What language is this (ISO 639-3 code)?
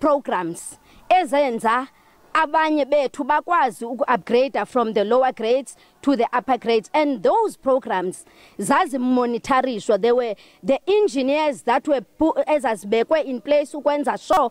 zul